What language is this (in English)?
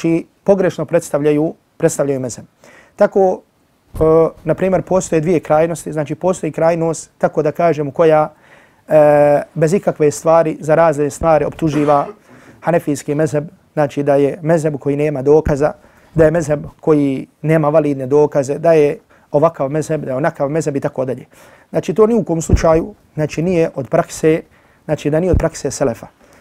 Bosnian